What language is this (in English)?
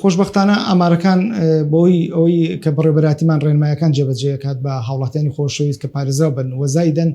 Central Kurdish